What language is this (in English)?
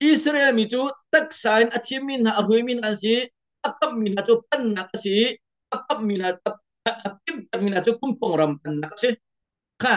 Hakha Chin